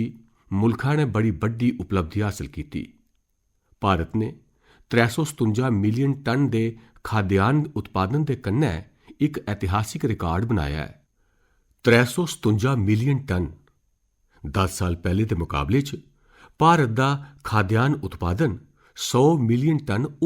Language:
Dogri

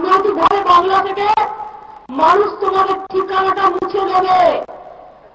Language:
Bangla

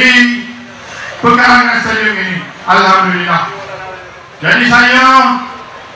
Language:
Malay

